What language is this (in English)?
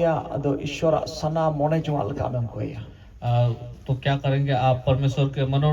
Santali